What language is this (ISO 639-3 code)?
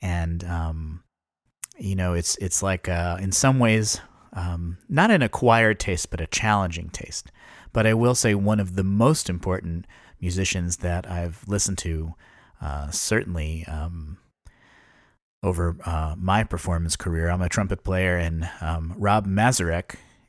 eng